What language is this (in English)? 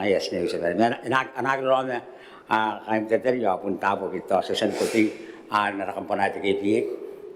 Gilbertese